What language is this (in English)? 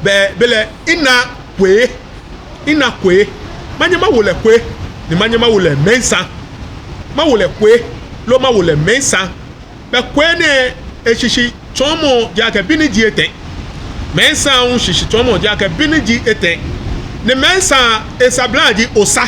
Ga